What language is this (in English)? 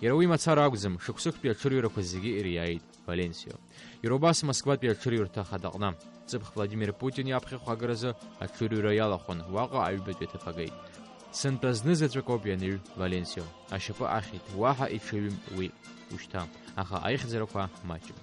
Abkhazian